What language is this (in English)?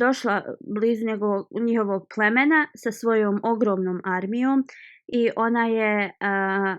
Bosnian